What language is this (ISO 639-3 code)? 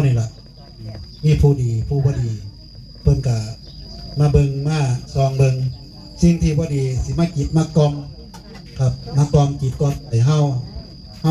tts